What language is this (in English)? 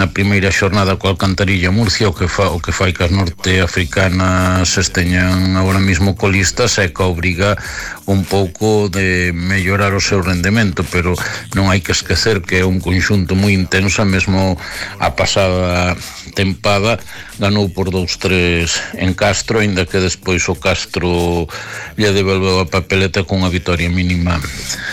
Galician